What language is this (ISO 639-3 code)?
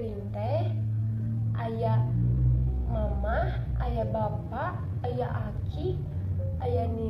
sun